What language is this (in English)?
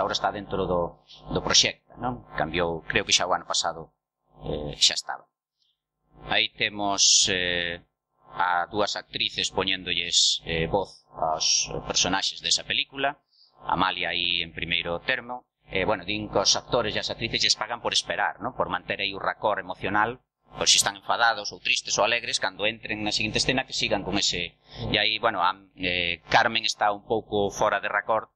Galician